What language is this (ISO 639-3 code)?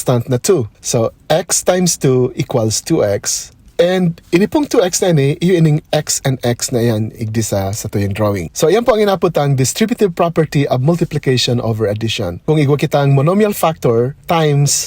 bik